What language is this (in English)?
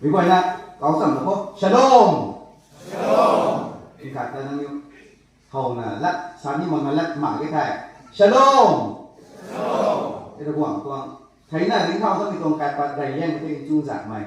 Rongmei Naga